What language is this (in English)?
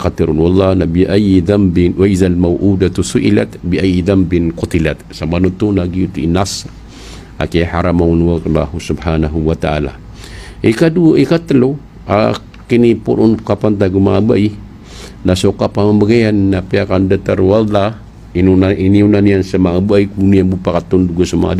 Maranao